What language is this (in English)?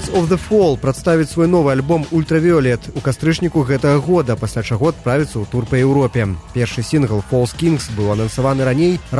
Belarusian